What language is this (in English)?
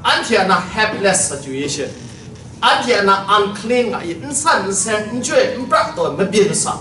Kachin